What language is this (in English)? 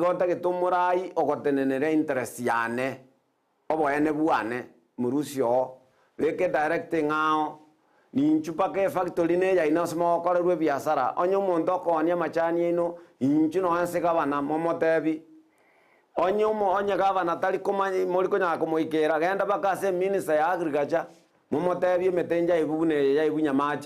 Gusii